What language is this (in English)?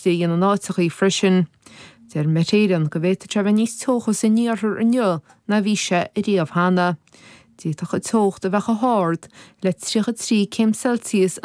Irish